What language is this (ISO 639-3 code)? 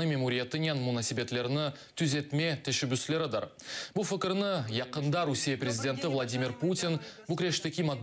crh